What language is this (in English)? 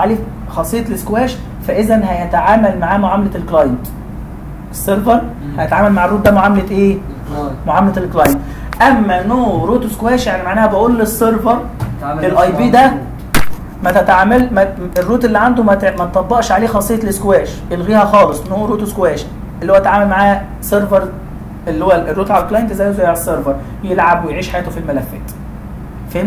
Egyptian Arabic